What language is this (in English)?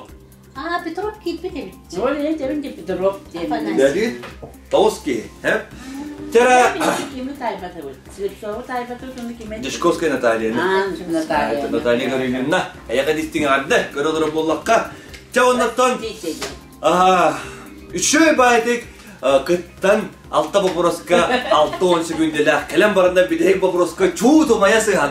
Yakut